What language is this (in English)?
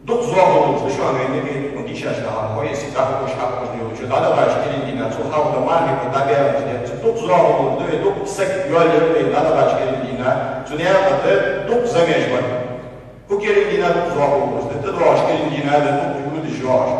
Ingush